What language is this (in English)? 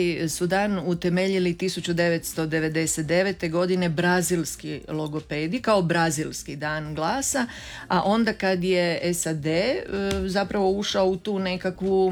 Croatian